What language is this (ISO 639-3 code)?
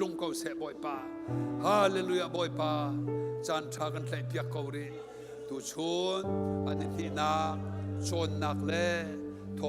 cnh